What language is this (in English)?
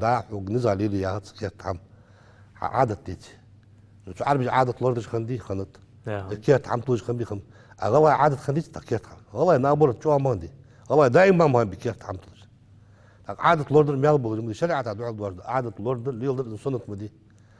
Ingush